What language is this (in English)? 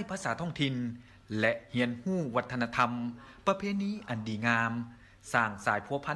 Lao